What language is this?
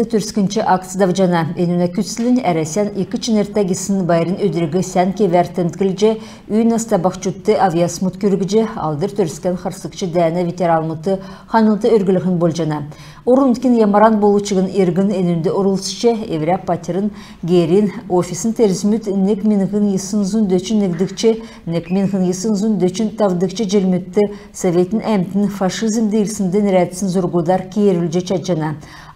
Kalmyk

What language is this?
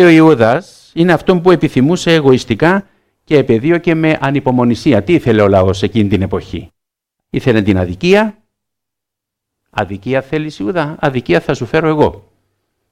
Greek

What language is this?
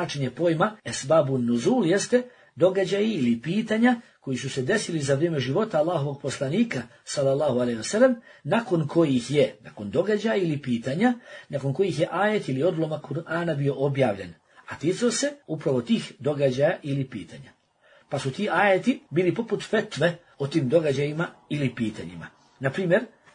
Bosnian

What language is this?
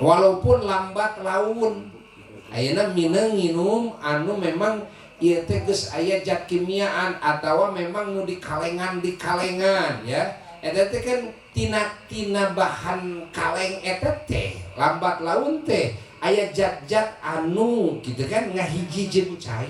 Sundanese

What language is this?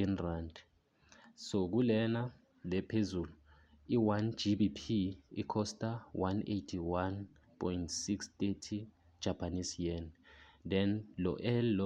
Zulu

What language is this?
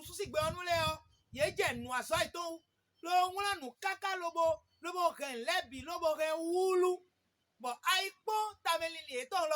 Fon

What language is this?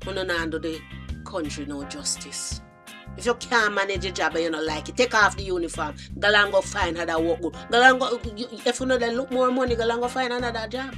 Jamaican Creole English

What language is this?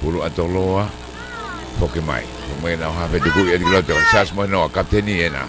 Tongan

